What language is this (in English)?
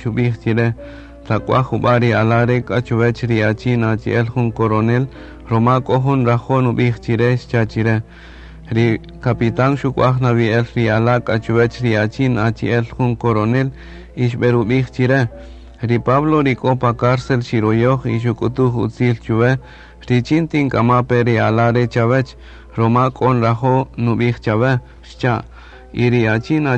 Kaqchikel